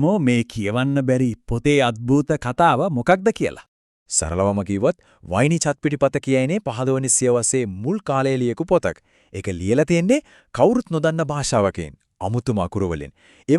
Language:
Sinhala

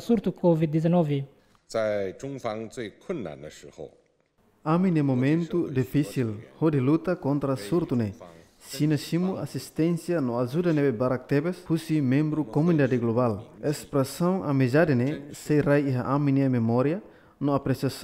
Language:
Tetum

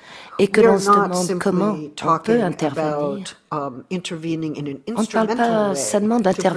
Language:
French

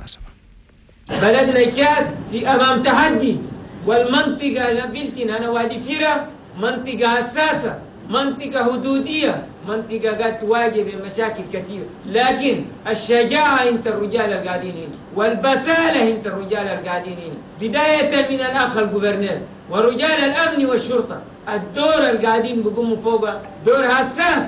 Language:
Chadian Arabic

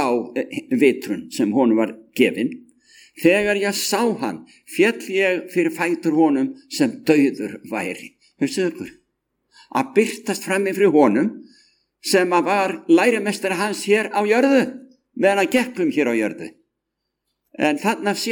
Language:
Icelandic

